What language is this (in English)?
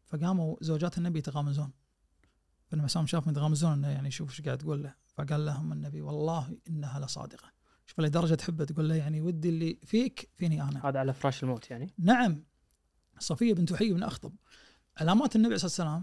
Najdi Arabic